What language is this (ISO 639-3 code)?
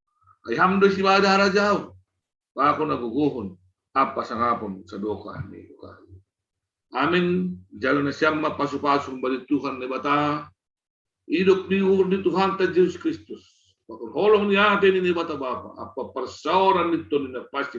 bts